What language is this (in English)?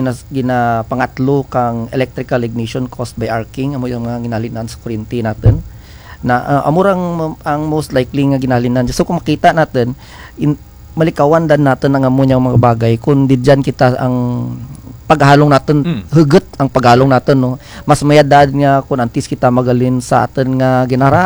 Kinaray-a